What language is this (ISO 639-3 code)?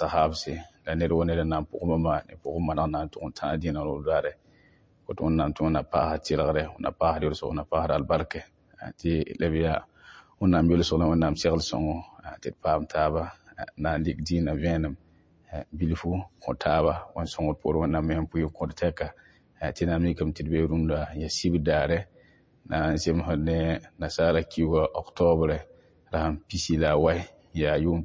mos